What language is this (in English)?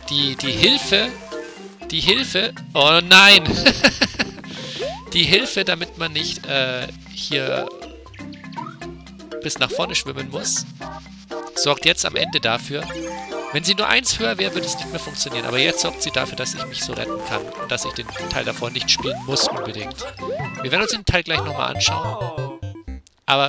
German